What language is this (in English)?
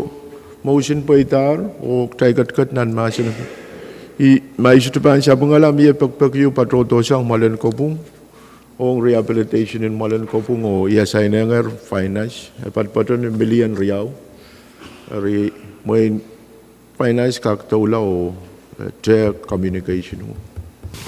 Pohnpeian